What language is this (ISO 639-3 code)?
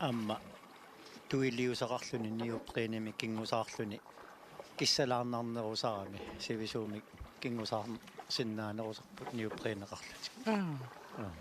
kal